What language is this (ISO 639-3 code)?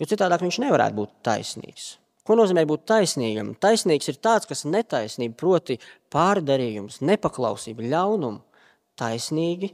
lav